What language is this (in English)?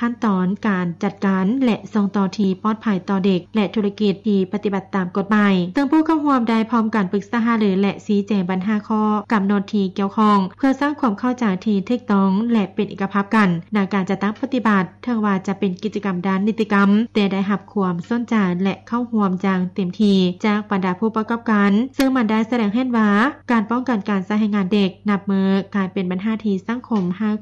Lao